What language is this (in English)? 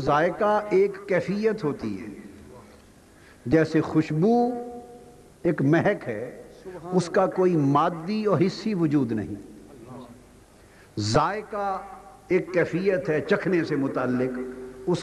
Urdu